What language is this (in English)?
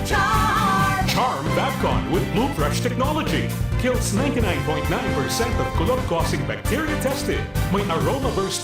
Bikol